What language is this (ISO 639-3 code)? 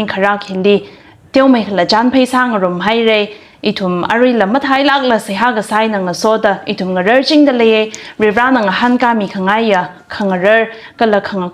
nmf